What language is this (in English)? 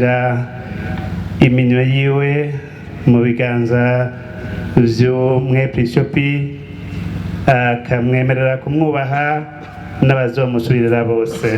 Rundi